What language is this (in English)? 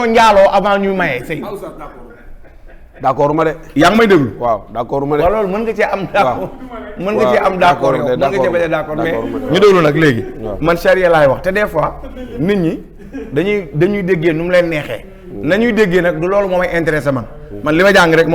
Wolof